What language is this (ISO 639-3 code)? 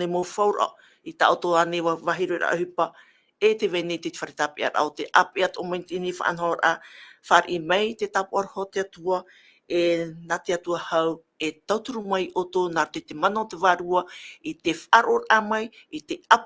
tah